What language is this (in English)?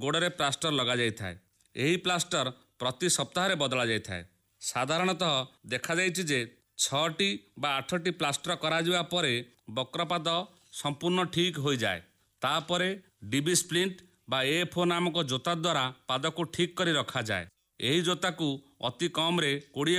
Odia